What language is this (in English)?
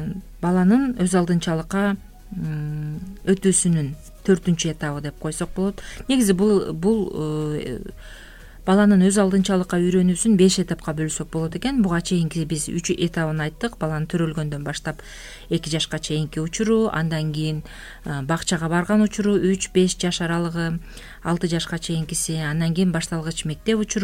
Kyrgyz